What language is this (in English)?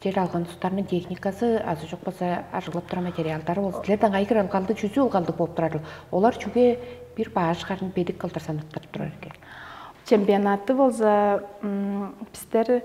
Tuvinian